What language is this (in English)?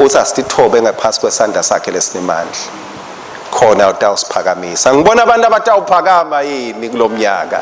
Swati